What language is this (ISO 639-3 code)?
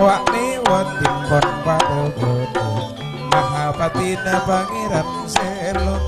mad